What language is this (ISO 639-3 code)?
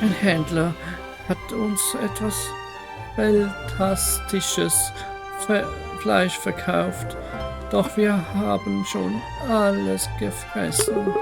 gsw